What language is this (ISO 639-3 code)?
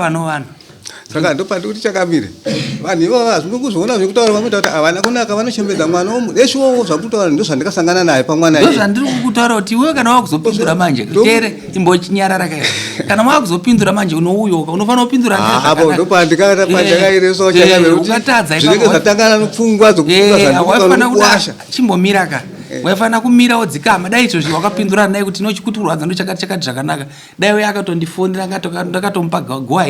sna